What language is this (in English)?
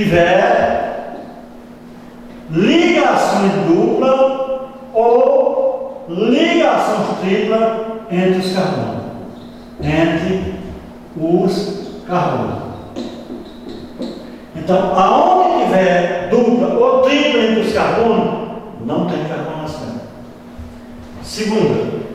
Portuguese